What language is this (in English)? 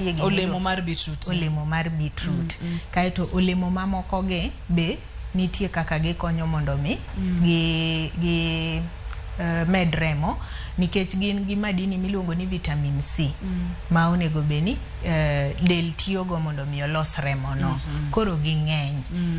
Luo (Kenya and Tanzania)